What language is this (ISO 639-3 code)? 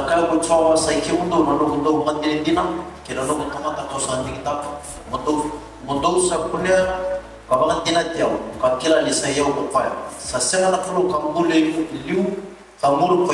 fij